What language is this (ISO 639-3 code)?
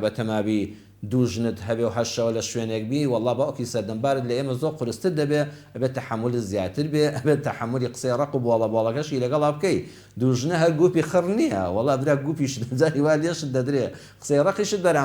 ckb